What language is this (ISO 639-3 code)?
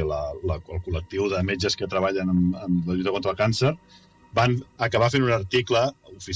cat